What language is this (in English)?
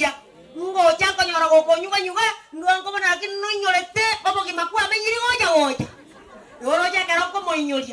Gusii